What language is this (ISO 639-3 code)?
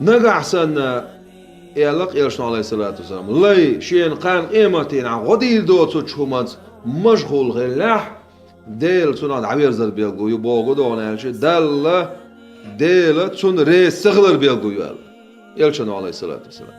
che